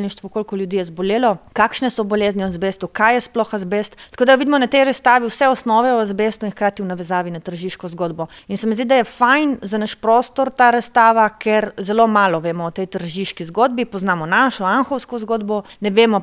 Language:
Slovenian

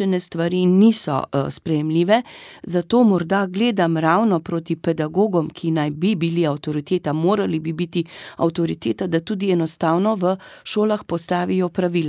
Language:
Slovenian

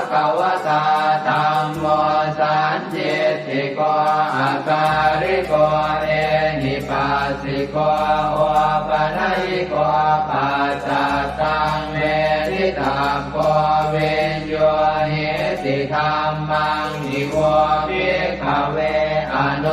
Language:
Pali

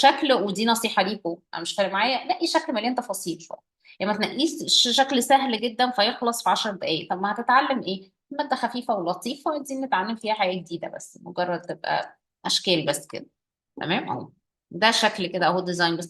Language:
Egyptian Arabic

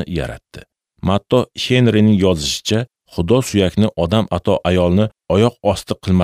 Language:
Uzbek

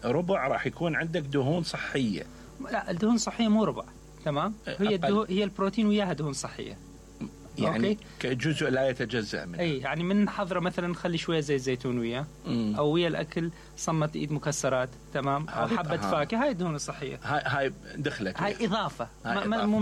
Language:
Mesopotamian Arabic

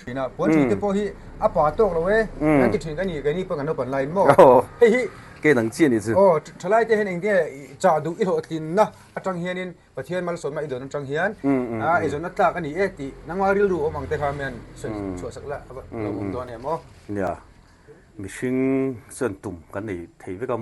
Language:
Mizo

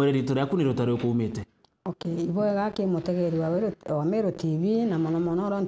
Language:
Meru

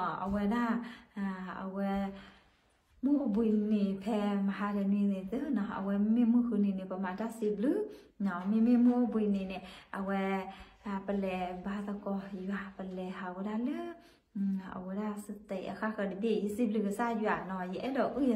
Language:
S'gaw Karen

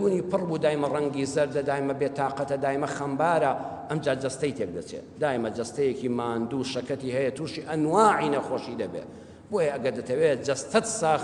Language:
Central Kurdish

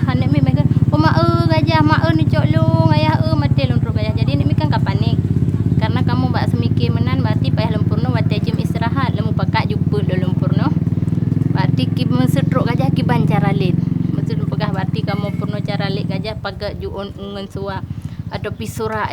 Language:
Achinese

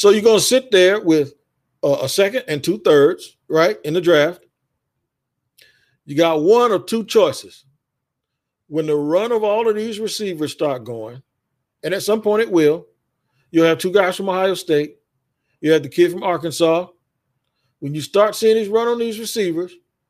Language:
English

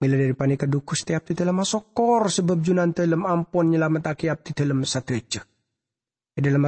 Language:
Madurese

